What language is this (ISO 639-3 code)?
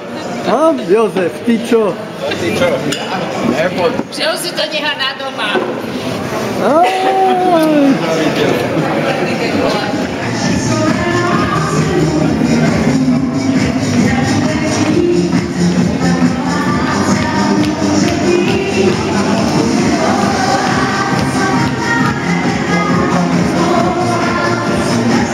slk